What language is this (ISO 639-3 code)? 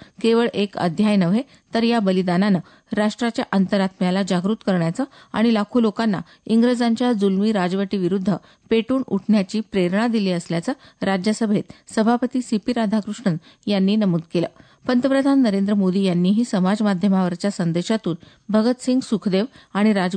mar